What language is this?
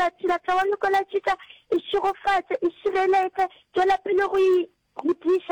Northern Sotho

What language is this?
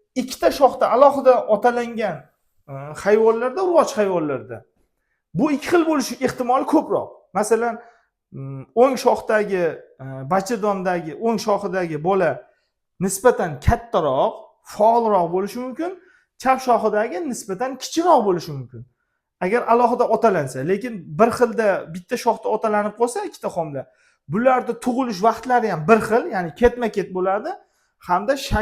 Uzbek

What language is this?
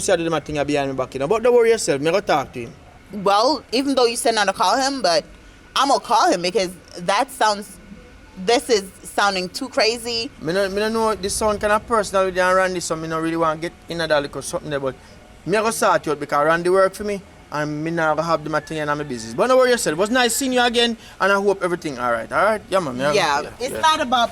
Jamaican Creole English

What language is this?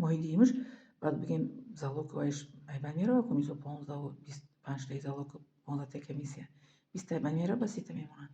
Tajik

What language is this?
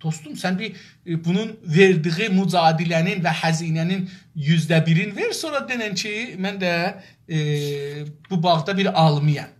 South Azerbaijani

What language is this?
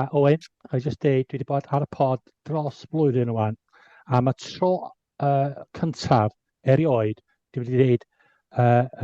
Welsh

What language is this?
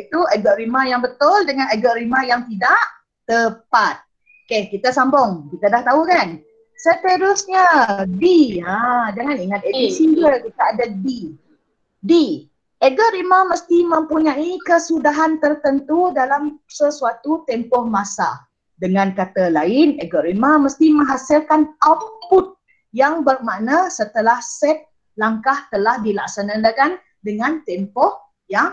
Malay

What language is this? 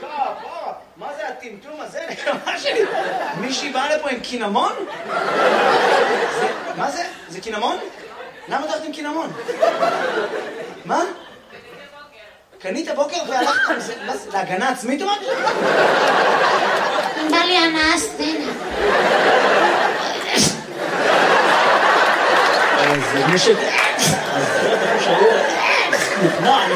Hebrew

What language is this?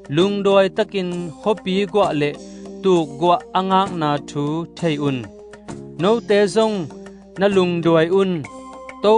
Tedim Chin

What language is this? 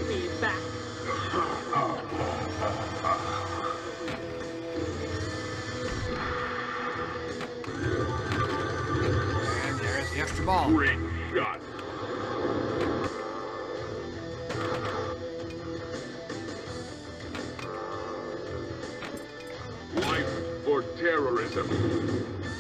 English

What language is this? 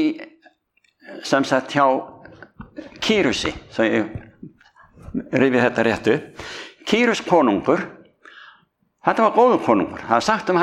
Icelandic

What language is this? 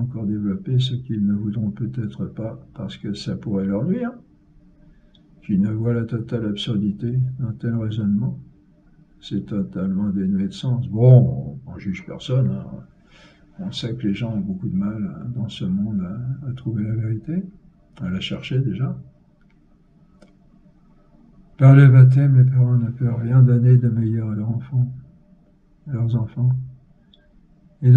French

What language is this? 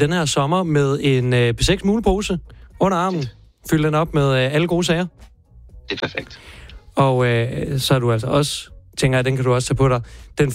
Danish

